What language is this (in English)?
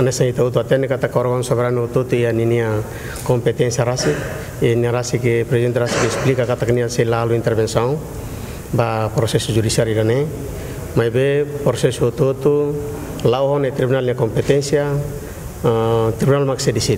Tetum